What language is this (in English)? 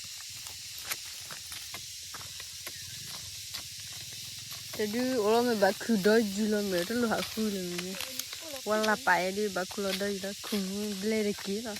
S'gaw Karen